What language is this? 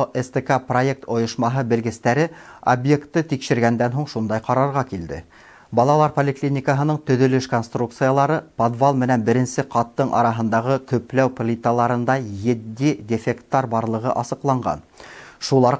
Bashkir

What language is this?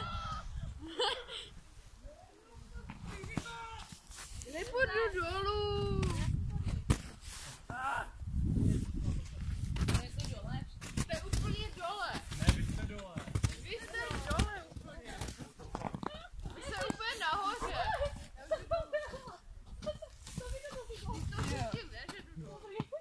Czech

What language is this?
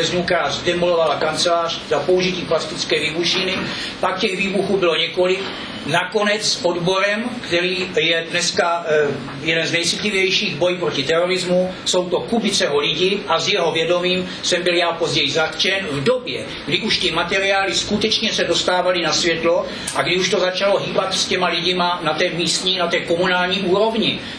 Czech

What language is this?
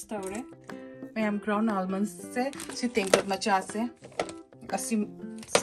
Manipuri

